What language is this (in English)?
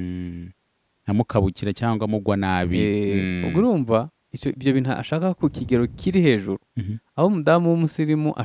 Kinyarwanda